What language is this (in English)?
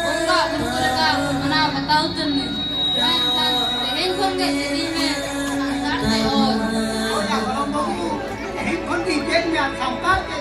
Santali